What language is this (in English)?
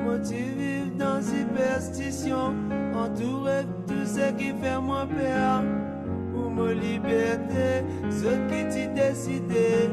Morisyen